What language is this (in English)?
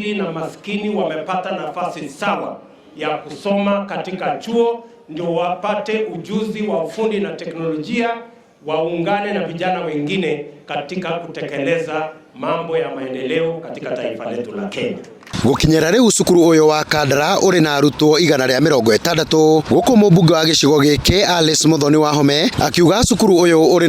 Kikuyu